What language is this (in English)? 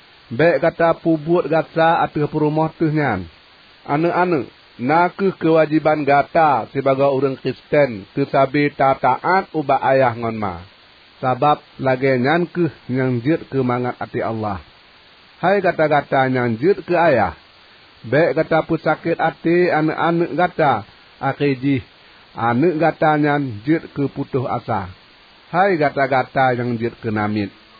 Achinese